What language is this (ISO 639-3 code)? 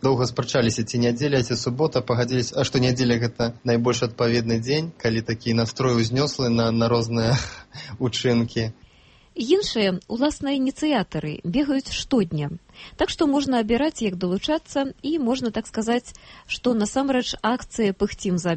bel